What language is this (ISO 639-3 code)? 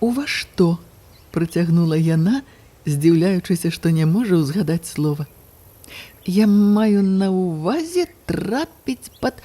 bel